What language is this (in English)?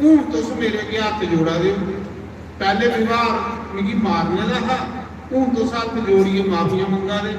Dogri